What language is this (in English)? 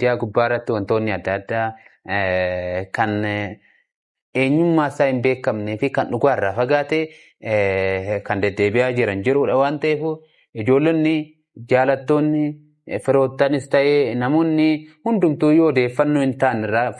Oromo